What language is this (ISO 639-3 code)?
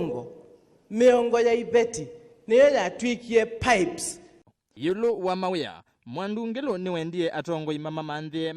kam